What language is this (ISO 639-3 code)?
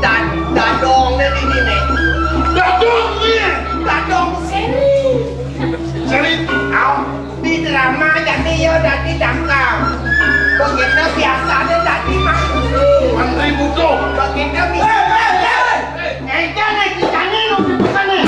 ban